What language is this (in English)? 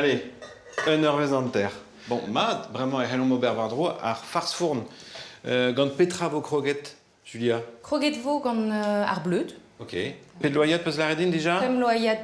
Breton